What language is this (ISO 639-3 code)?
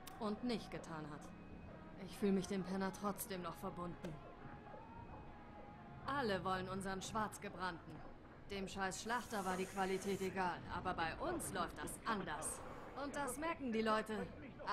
deu